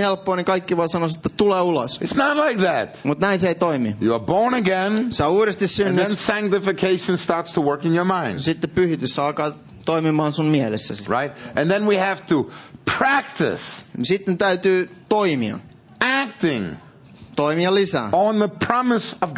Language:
Finnish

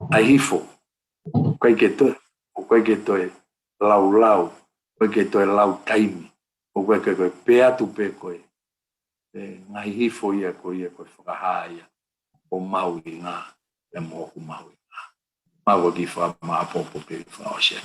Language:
Tongan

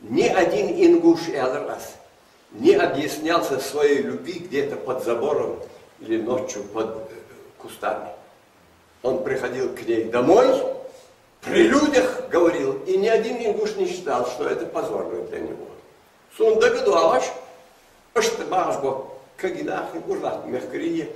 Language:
Ingush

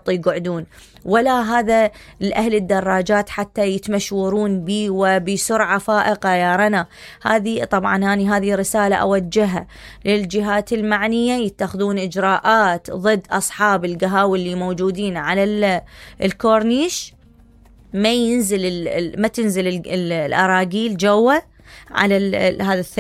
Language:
Mesopotamian Arabic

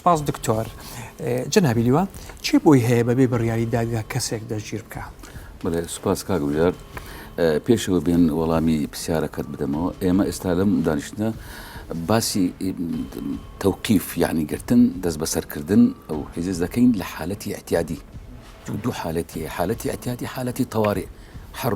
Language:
Central Kurdish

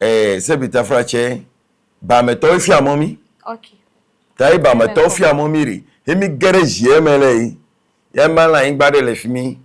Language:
Ewe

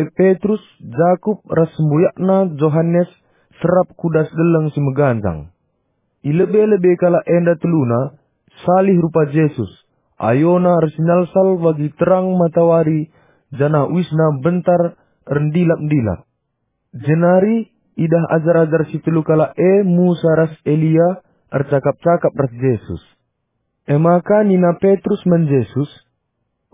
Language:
Batak Karo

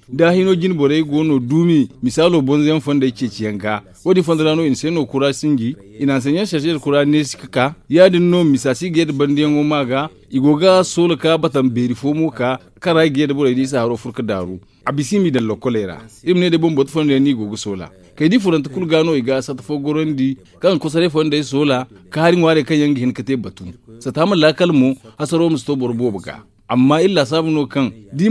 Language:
Zarma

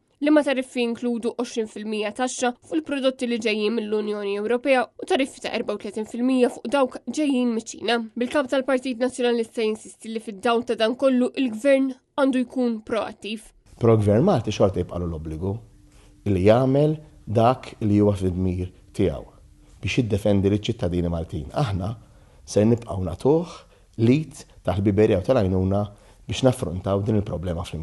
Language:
Maltese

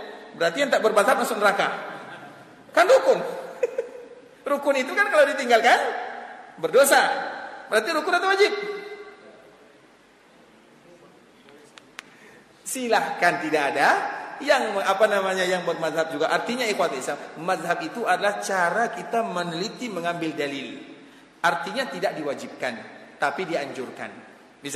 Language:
Indonesian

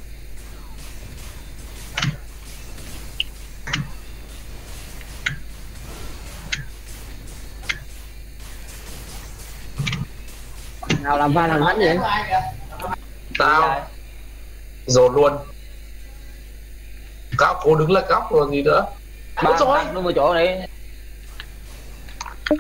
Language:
Vietnamese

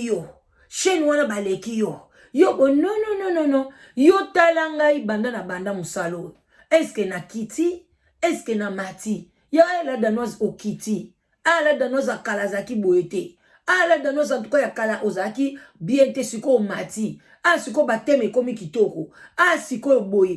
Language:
Lingala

